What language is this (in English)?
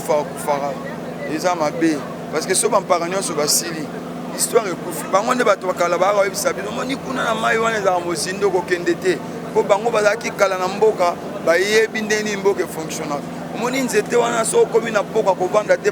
Lingala